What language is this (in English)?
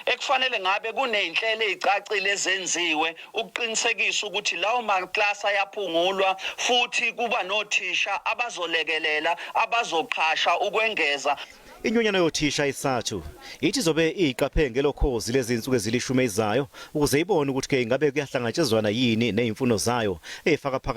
Zulu